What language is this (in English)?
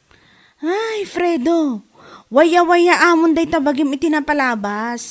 Iloko